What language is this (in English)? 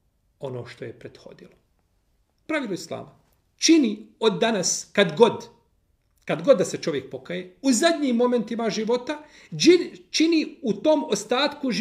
Bosnian